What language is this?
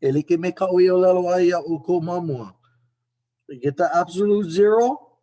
Hawaiian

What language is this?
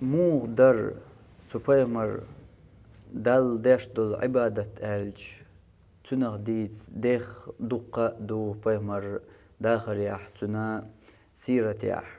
Chechen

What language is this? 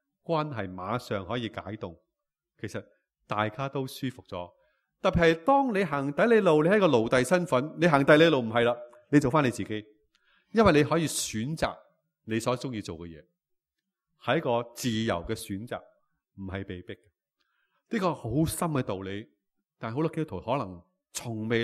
Cantonese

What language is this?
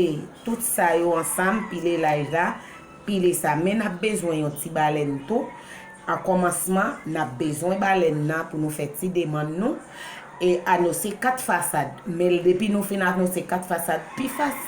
Haitian Creole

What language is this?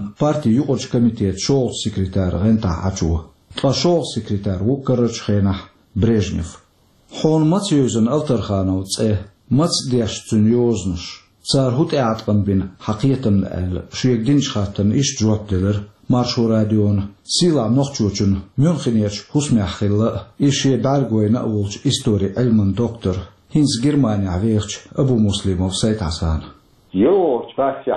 Chechen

